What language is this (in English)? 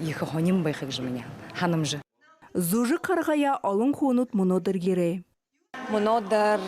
Buriat